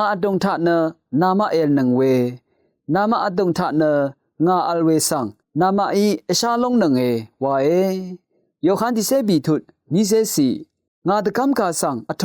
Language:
Rawang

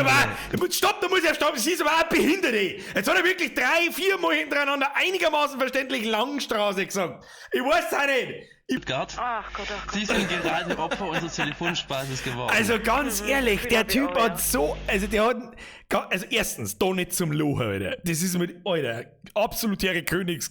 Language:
Bavarian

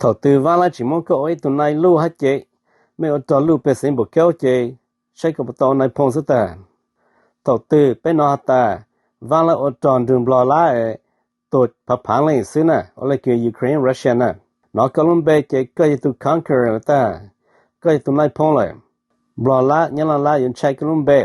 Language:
Hmong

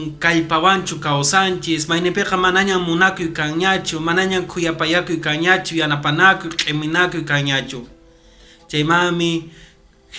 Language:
Quechua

